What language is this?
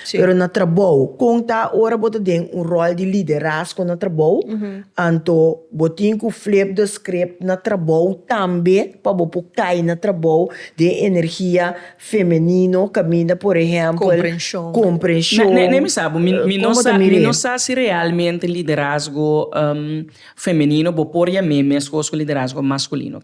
Papiamento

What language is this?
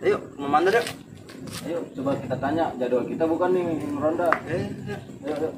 Betawi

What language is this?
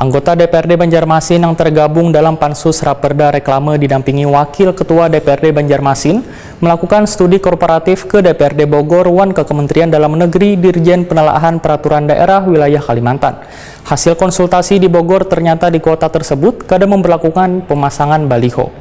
Banjar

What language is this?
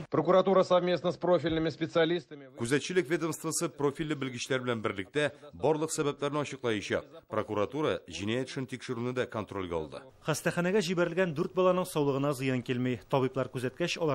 Tatar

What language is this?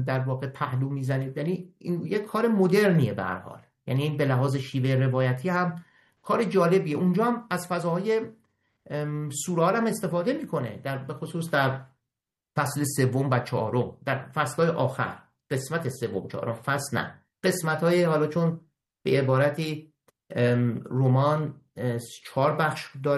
Persian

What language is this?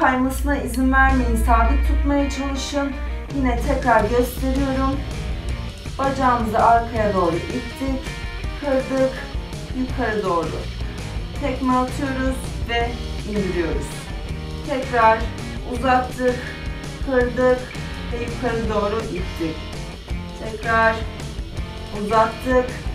Turkish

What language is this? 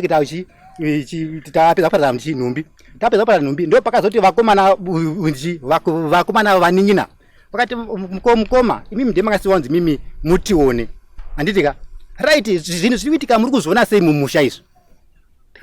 Shona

